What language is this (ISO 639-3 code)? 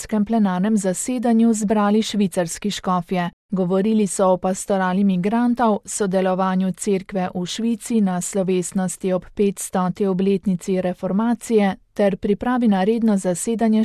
slv